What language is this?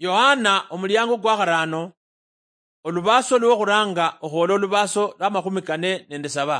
Luyia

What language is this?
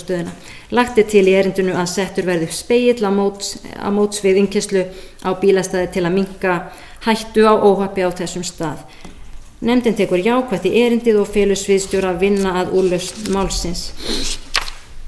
Icelandic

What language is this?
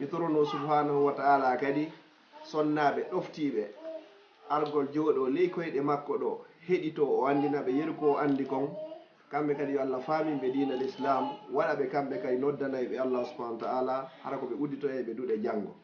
Fula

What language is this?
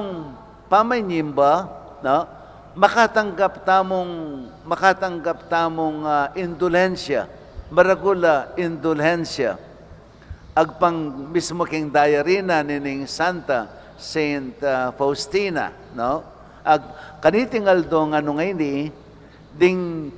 Pampanga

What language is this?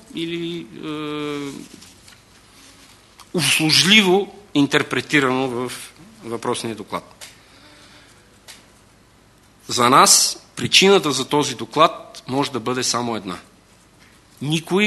Bulgarian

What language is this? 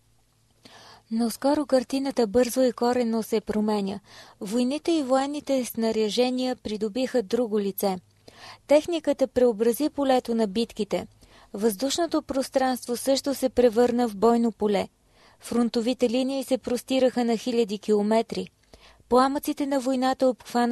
Bulgarian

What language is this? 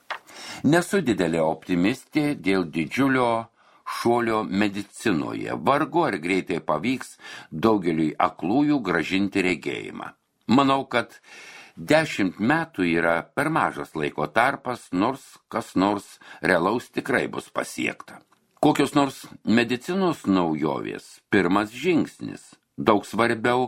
Lithuanian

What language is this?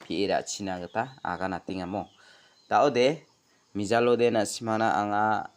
Garo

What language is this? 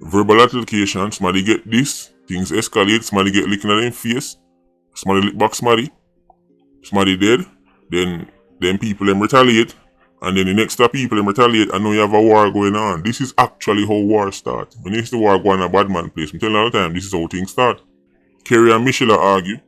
Jamaican Creole English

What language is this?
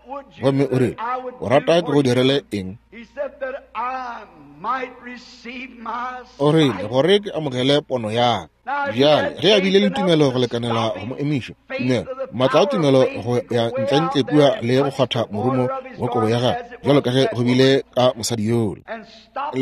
Northern Sotho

